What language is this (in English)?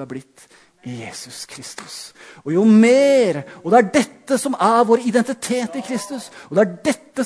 Norwegian